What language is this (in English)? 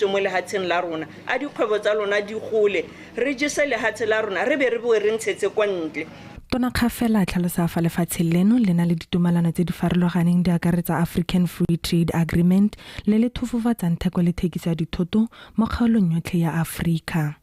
Tswana